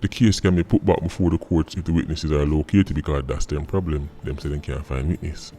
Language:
Jamaican Creole English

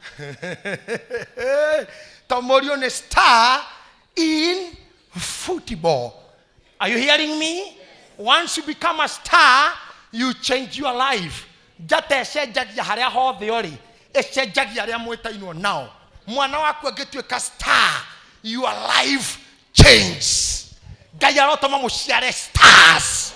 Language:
Kikuyu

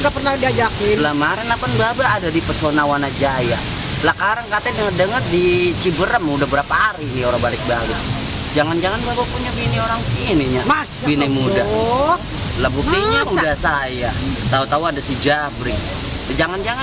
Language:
Betawi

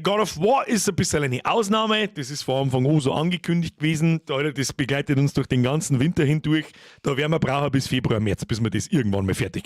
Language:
Bavarian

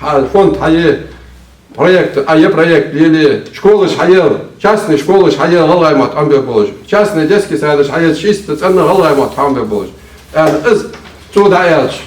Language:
Ingush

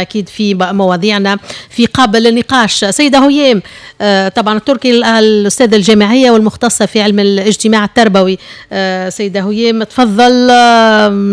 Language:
Tunisian Arabic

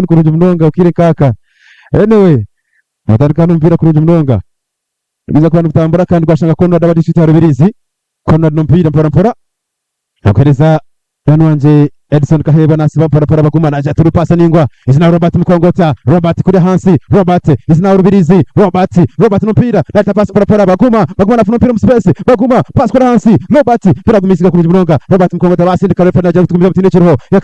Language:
Nyankole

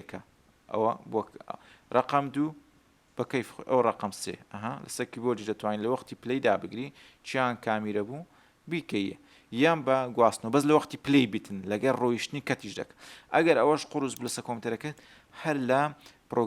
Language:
Central Kurdish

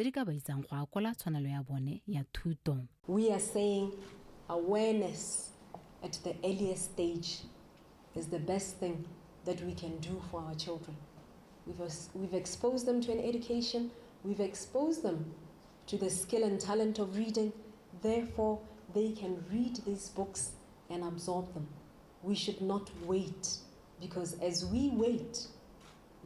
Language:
Tswana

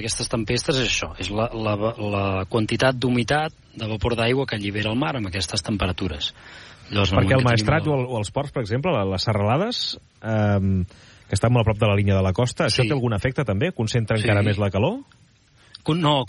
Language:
Catalan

